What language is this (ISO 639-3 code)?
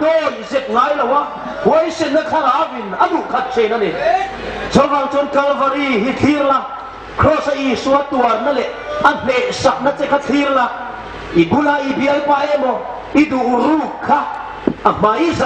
hmr